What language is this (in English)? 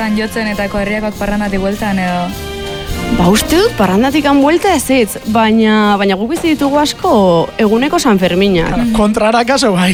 Basque